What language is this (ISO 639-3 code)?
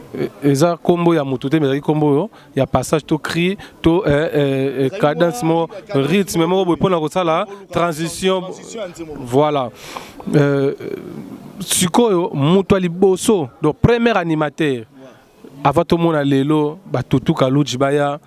lin